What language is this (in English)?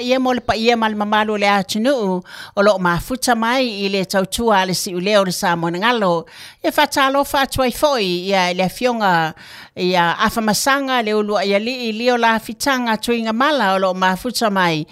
Samoan